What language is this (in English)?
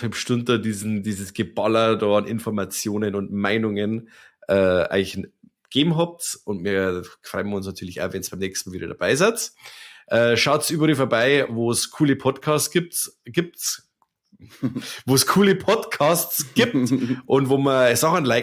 Bavarian